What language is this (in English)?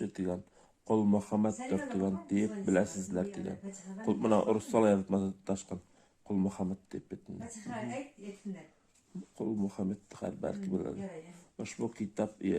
Bashkir